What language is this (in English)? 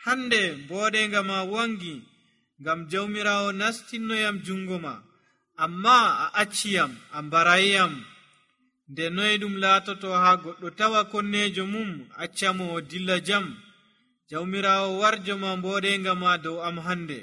Nigerian Fulfulde